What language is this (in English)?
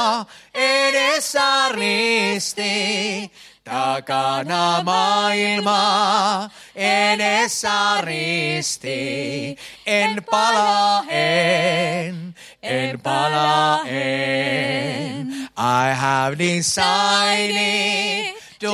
Finnish